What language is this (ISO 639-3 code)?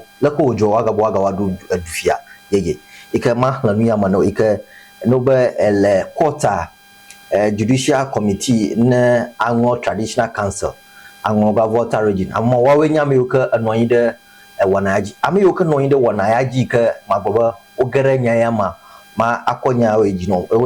ewe